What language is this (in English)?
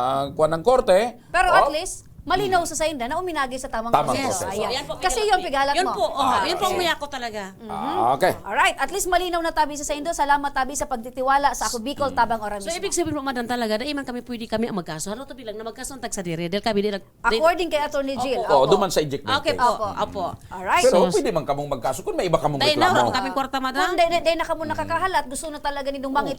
Bikol